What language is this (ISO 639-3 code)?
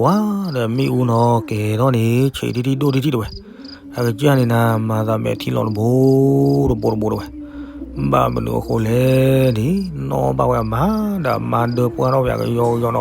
ksw